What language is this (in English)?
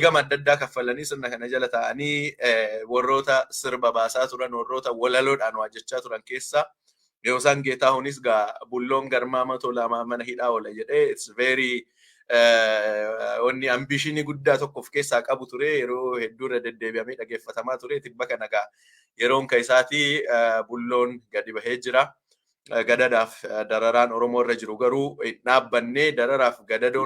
Oromo